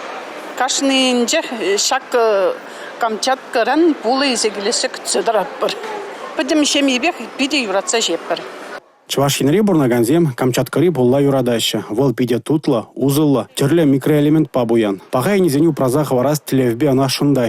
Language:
Chuvash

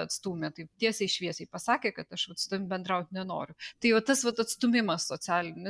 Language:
Lithuanian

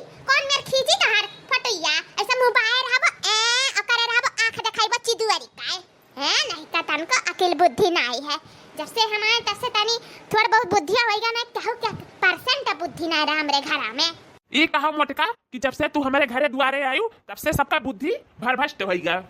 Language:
Awadhi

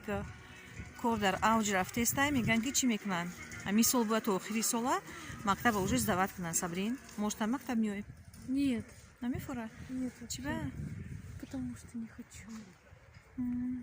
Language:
Tajik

